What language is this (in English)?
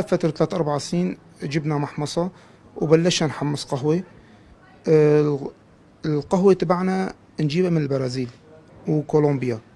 North Levantine Arabic